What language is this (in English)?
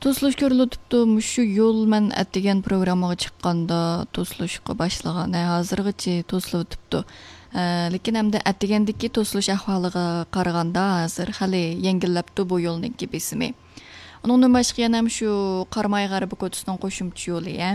Uyghur